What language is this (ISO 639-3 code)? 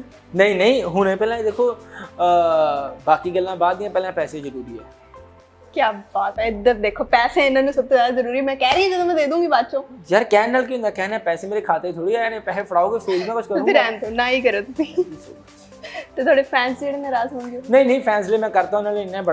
pan